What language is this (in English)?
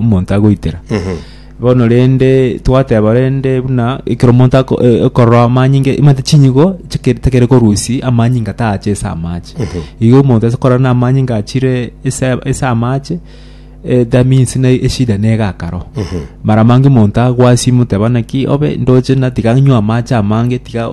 Gusii